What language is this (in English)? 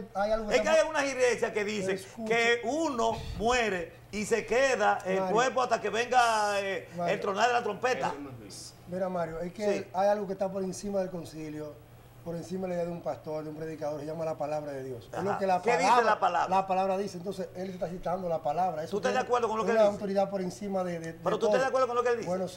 Spanish